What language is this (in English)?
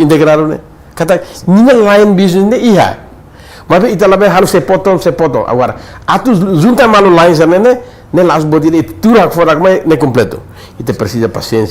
Tetum